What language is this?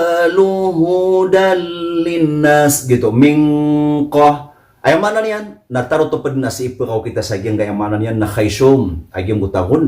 Maranao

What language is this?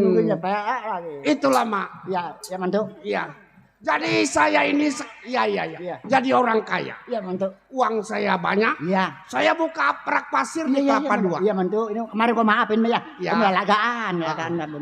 Betawi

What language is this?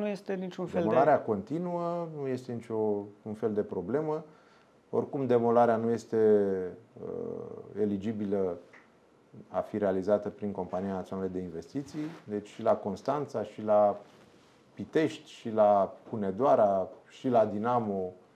Romanian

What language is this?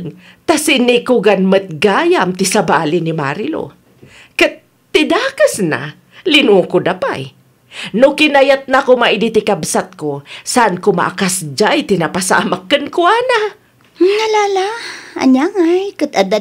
Iloko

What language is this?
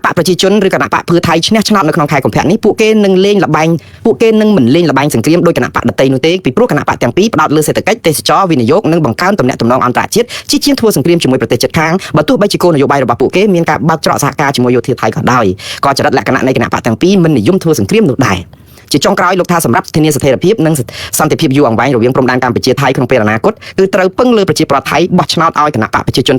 Khmer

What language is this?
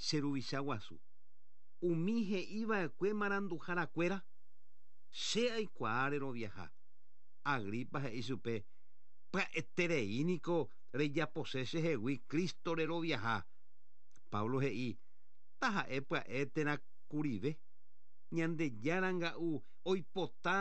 Guarani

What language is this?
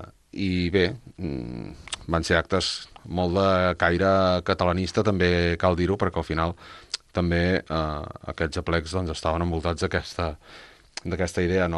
Catalan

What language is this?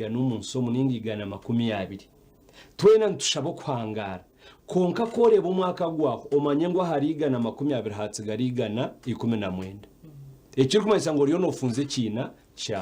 Nyankole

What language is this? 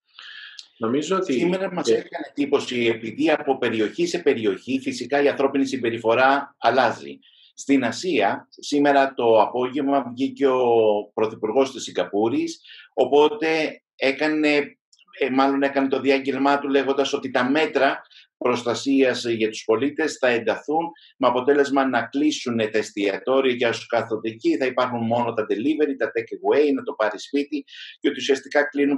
Greek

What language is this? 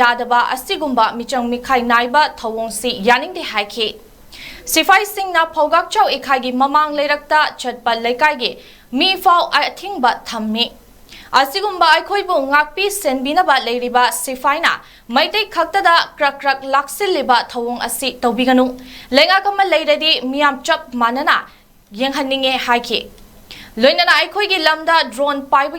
Manipuri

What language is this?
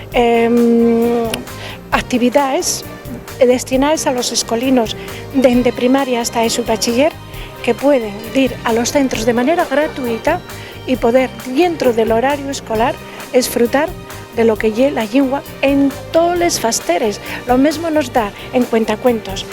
Asturian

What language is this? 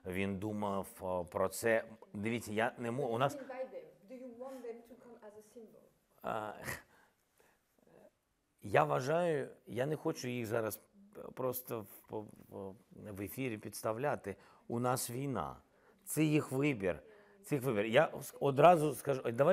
Ukrainian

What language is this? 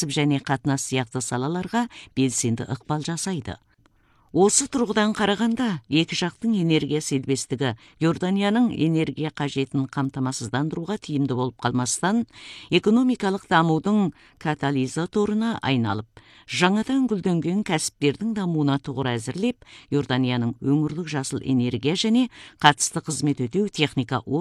Kazakh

